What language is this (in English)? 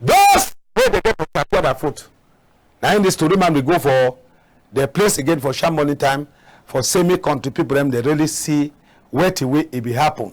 Cameroon Pidgin